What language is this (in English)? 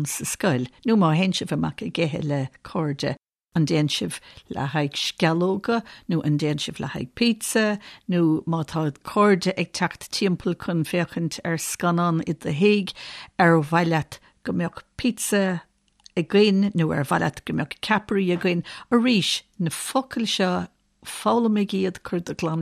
Irish